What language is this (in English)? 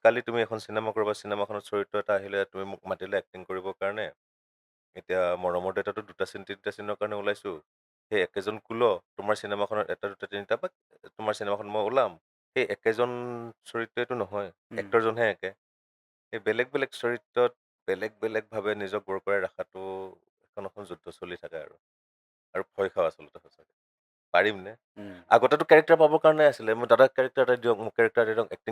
Assamese